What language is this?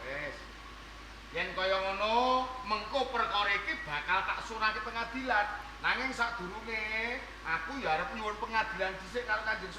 Javanese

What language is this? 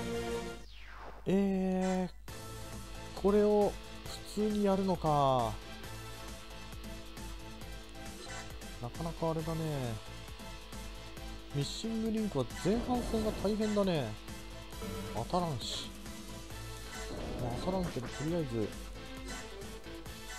Japanese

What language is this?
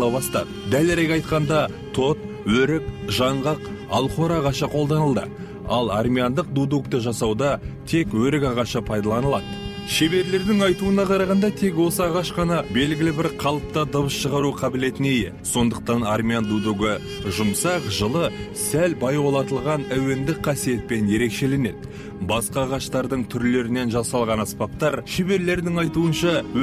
Kazakh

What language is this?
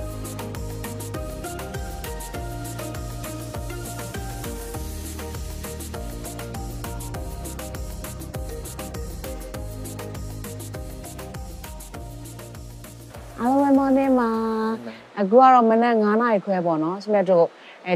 Burmese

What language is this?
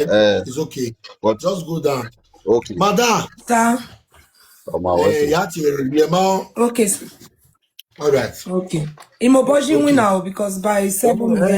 Nigerian Pidgin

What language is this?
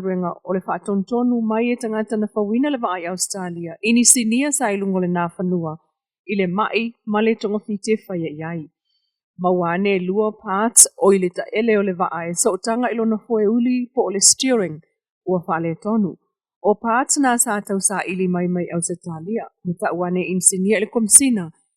Samoan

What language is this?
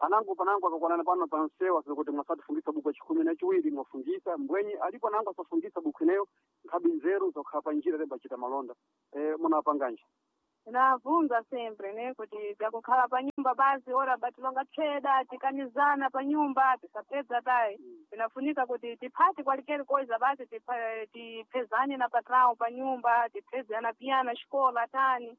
Sena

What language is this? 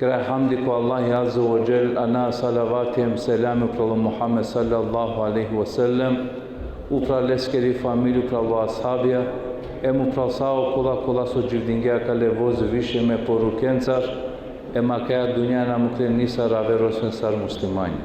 Balkan Romani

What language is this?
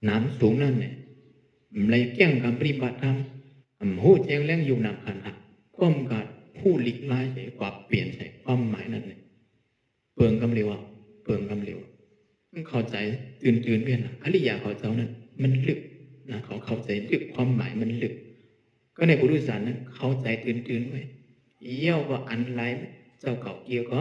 Shan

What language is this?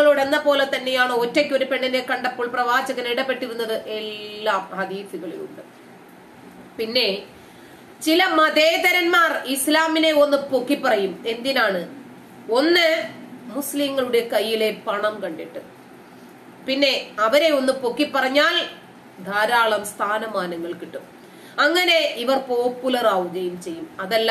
Malayalam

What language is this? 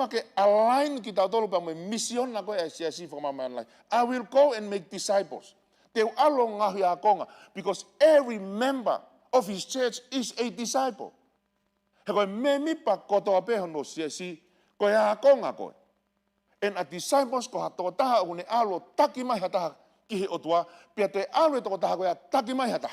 Tongan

